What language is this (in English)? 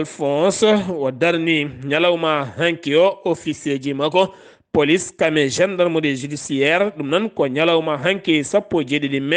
Fula